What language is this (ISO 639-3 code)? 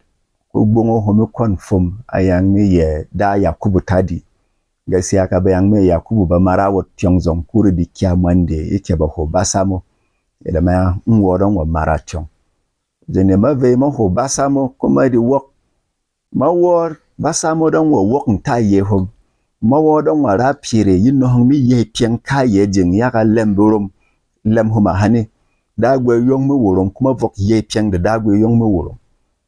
bom